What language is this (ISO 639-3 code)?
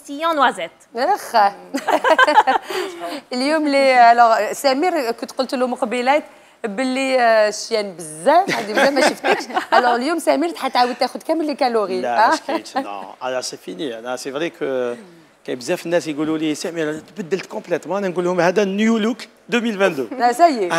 arq